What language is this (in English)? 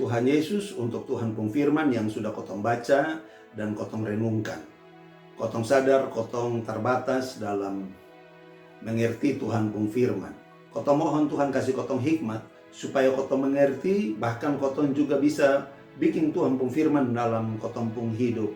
Kupang Malay